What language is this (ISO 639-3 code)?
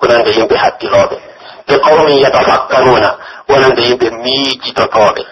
fuf